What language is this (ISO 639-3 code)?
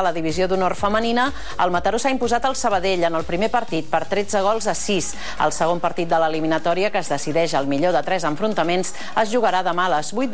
cat